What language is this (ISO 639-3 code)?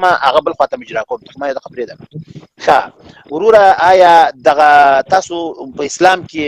pus